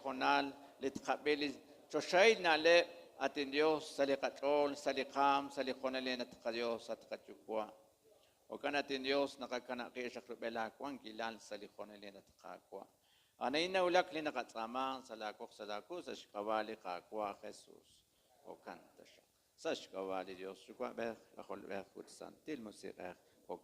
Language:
Kekchí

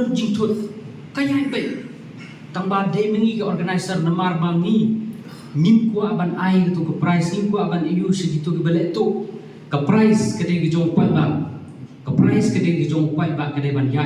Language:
Khasi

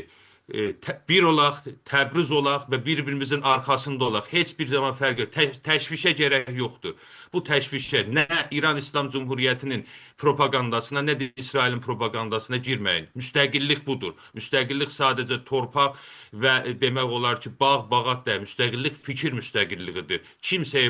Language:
South Azerbaijani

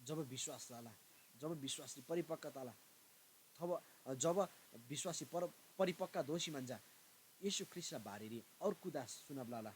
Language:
Eastern Tamang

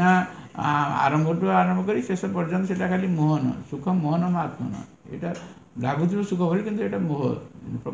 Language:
Odia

